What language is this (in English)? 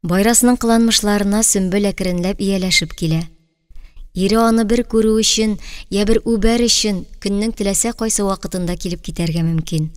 Tatar